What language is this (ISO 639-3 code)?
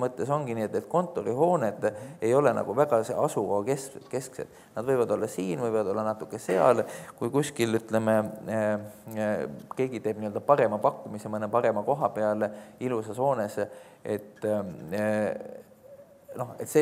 est